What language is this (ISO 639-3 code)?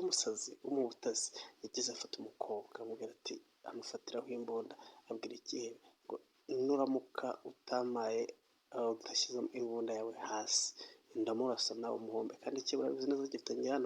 kin